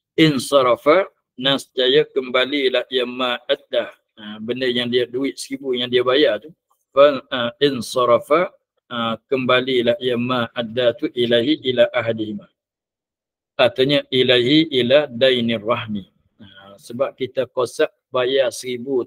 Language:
Malay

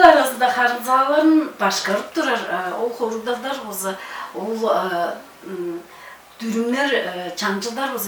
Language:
Tuvinian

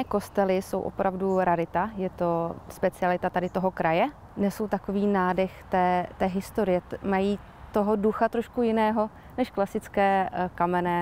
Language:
Czech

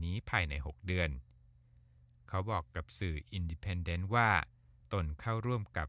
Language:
Thai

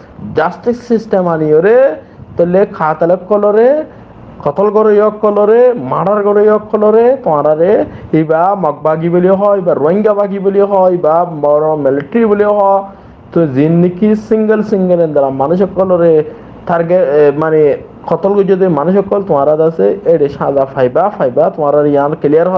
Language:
Rohingya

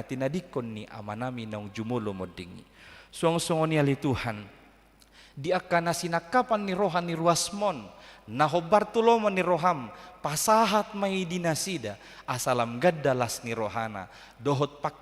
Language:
Batak Toba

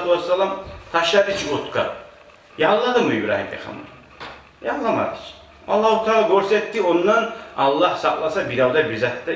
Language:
Kumyk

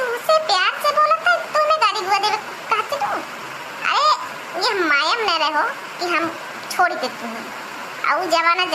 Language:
Awadhi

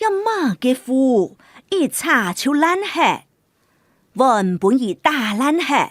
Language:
Hakka Chinese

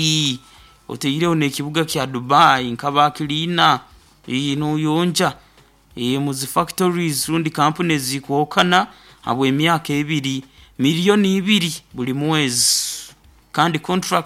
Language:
Nyoro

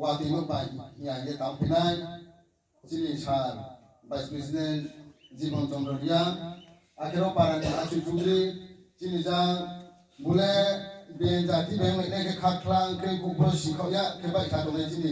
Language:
Riang (India)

